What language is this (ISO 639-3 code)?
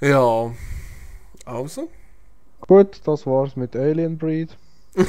gsw